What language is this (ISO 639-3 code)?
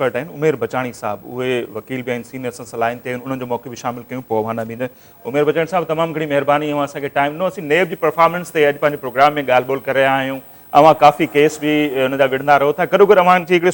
snd